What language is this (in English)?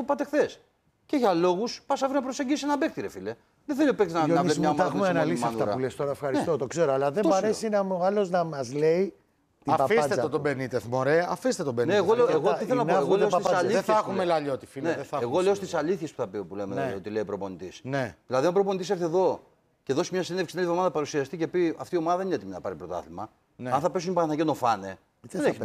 Greek